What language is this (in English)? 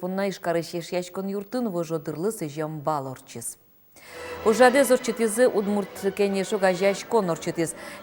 Udmurt